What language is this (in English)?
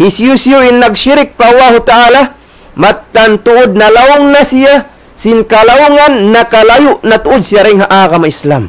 Tausug